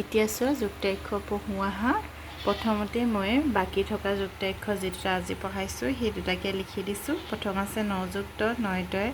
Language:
Assamese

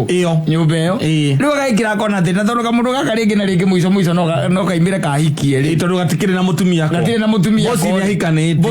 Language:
Kikuyu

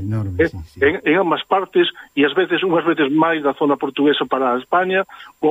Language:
Galician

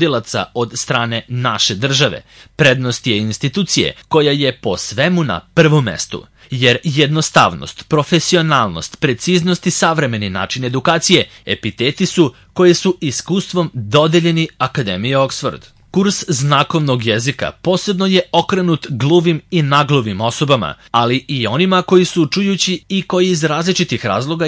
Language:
Serbian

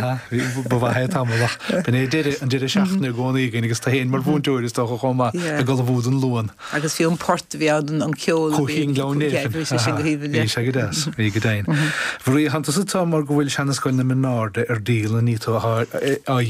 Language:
Irish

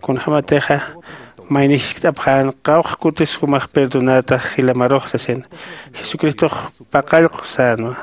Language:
Aymara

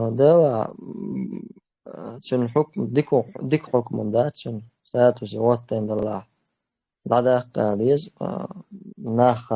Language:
Chechen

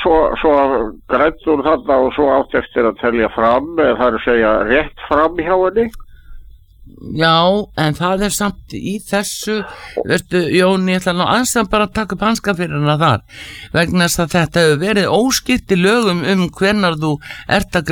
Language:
Icelandic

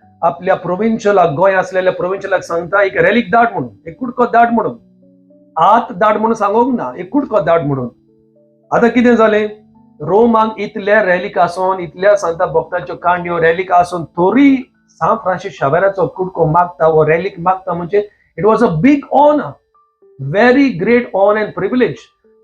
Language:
Konkani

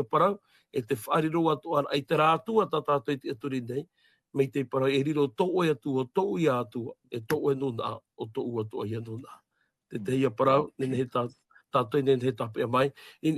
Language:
Tahitian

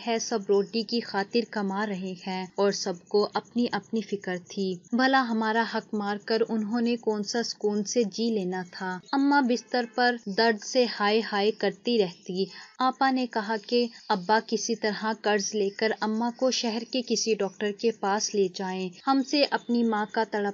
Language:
Urdu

